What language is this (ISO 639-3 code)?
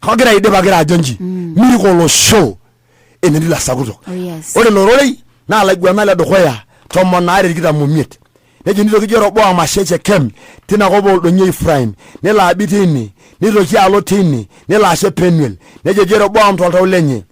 mas